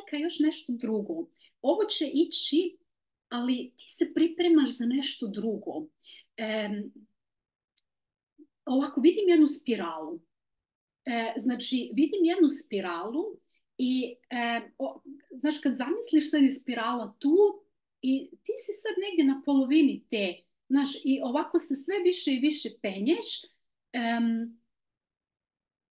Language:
Croatian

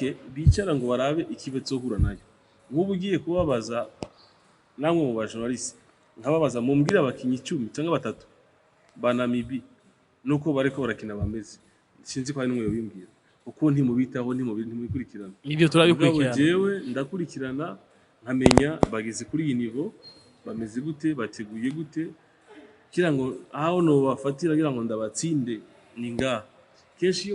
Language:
Rundi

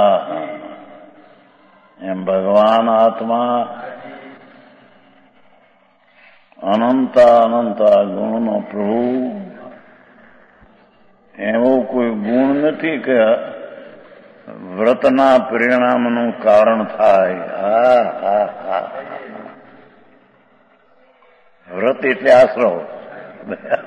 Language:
Gujarati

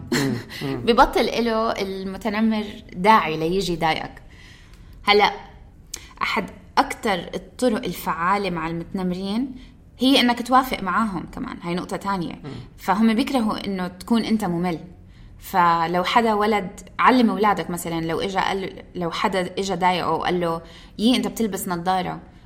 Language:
North Levantine Arabic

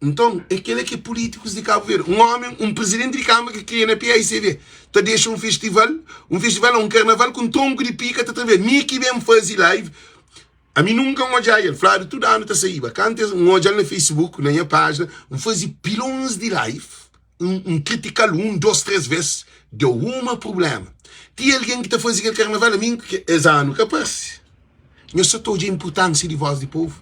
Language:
Kabuverdianu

